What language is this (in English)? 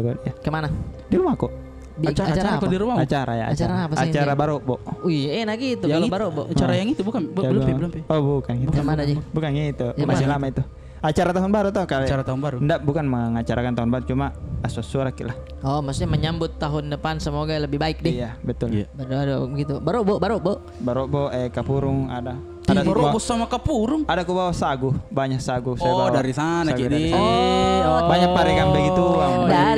Makassar Malay